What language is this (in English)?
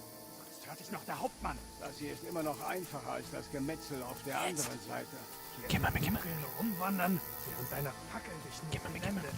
Bavarian